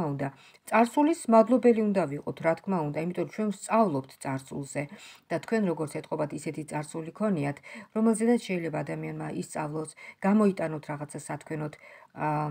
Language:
Georgian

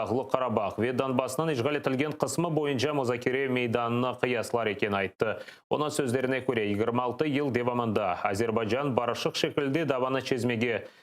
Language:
Crimean Tatar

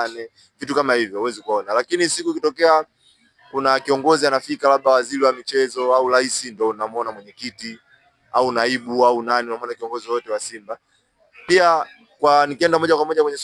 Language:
Swahili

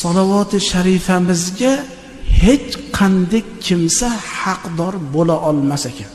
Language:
Uzbek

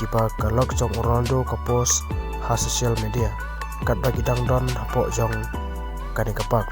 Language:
Khasi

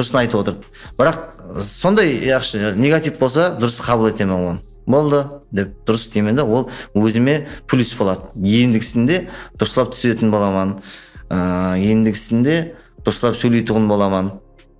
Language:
Kara-Kalpak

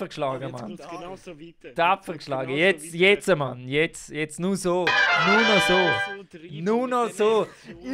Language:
Swiss German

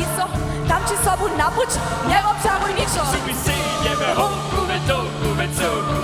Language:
Upper Sorbian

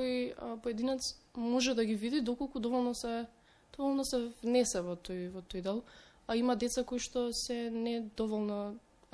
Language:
Macedonian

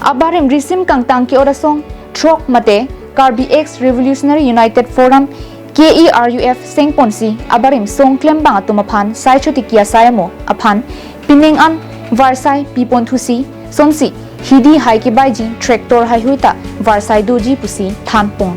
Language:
Karbi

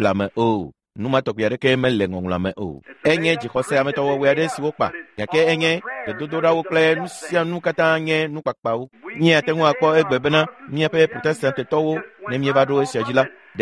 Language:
Ewe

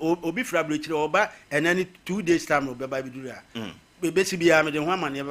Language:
Akan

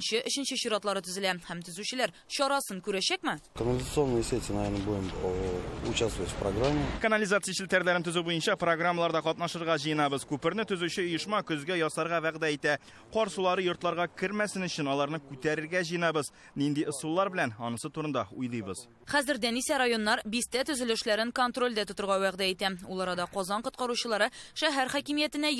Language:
Tatar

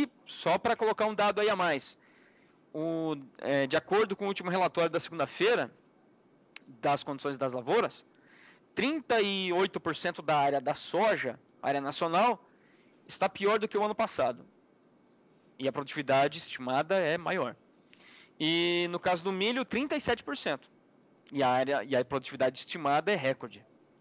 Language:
Portuguese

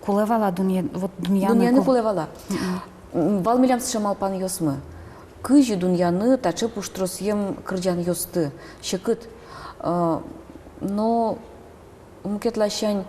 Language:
Udmurt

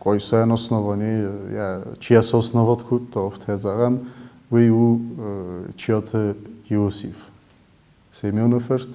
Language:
Ossetic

